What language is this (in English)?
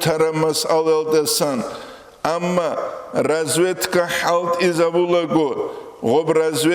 Avaric